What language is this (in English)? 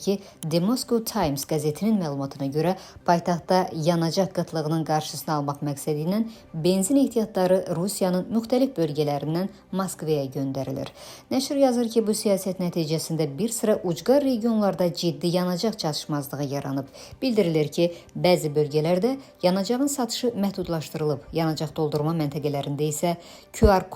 Azerbaijani